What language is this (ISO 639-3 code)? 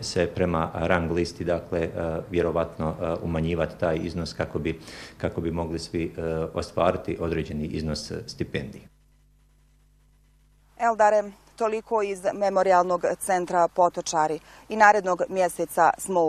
bos